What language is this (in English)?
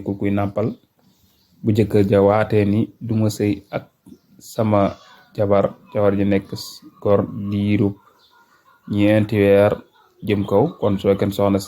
Wolof